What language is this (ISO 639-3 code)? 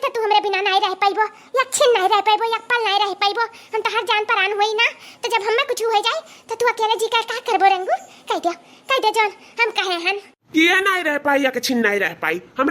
awa